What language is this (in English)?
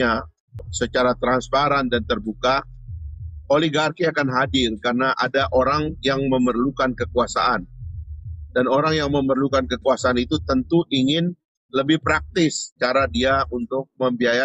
Indonesian